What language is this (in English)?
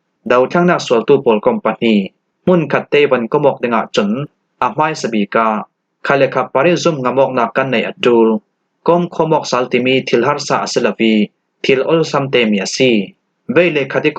Falam Chin